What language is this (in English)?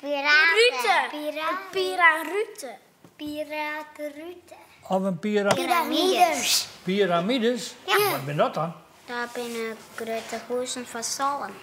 Western Frisian